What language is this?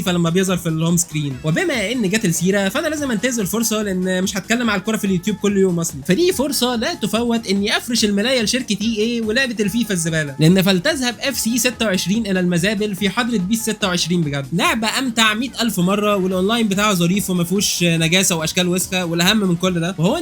Egyptian Arabic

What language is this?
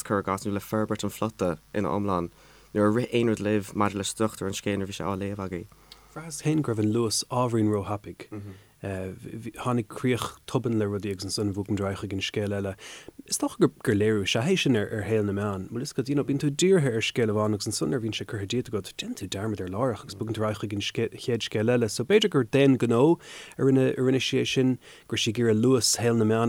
Irish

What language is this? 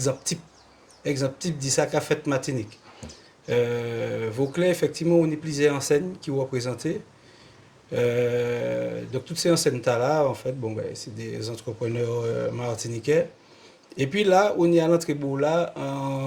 Guadeloupean Creole French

